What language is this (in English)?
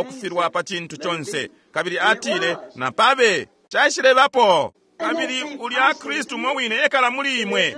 Bemba